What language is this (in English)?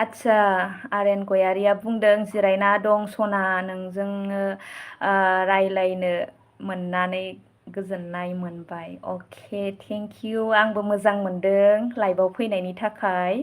Bodo